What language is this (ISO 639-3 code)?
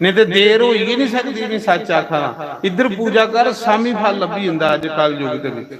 doi